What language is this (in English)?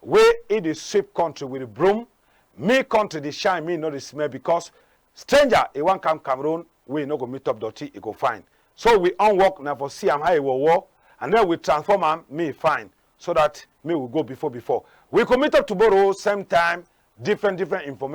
Cameroon Pidgin